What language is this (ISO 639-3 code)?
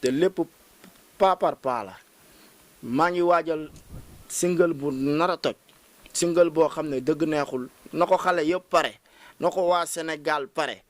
wol